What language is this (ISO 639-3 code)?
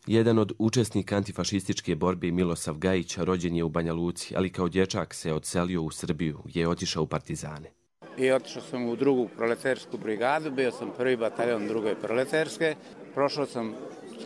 hrv